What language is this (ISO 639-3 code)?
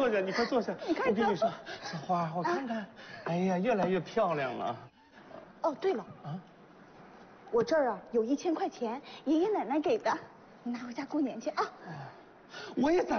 zho